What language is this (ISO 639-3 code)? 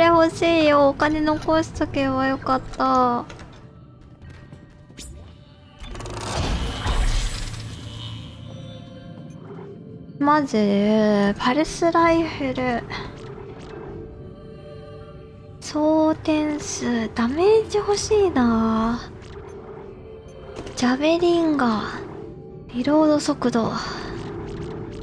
jpn